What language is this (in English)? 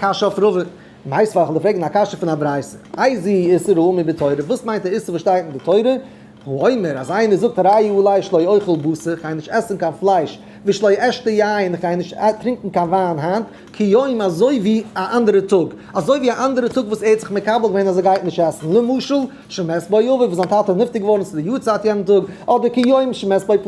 Yiddish